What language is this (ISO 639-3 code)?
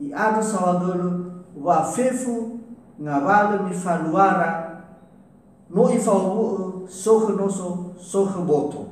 nia